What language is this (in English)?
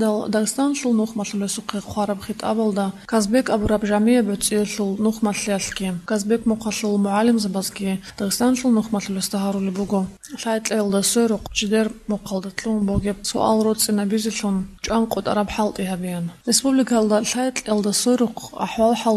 Avaric